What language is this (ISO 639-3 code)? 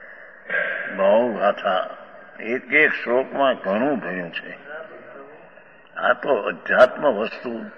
guj